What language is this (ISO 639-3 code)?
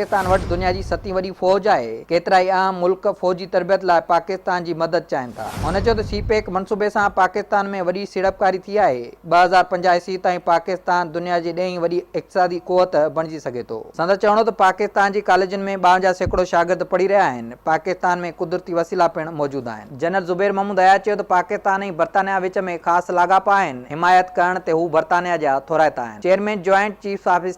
snd